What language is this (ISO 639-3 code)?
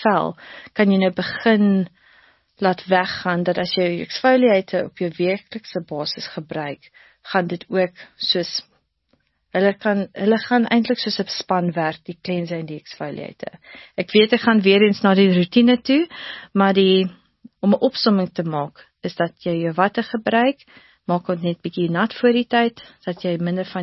afr